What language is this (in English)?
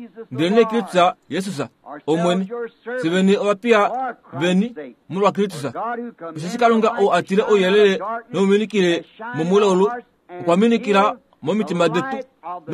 Kuanyama